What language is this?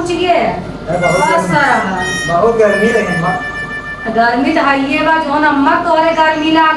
Awadhi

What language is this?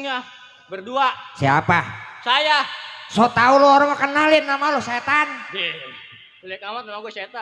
Betawi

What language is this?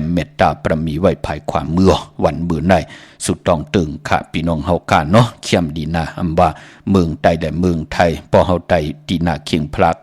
Shan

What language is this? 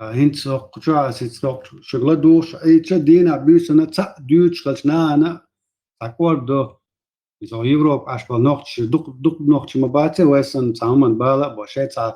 Chechen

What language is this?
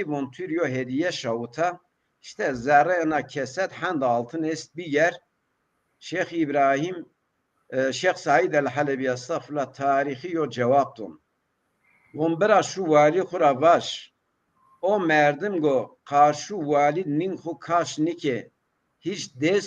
Zaza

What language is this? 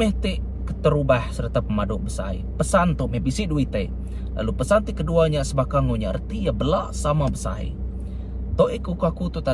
Iban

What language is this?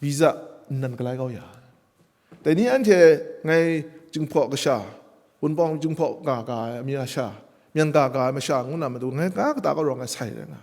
Kachin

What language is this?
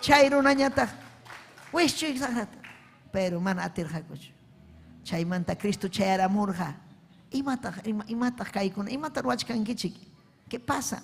Ayacucho Quechua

